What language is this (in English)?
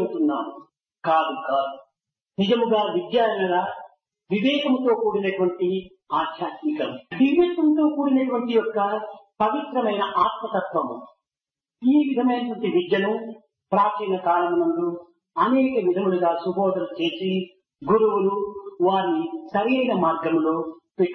Telugu